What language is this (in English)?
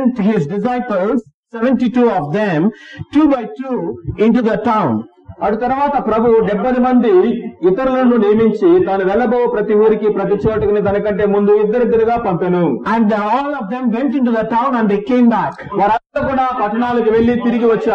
Telugu